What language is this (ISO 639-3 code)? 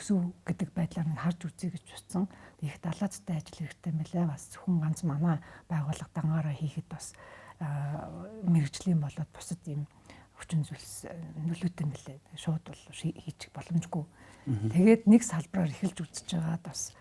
mon